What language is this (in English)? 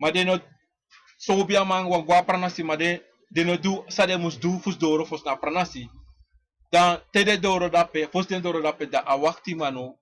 Sranan Tongo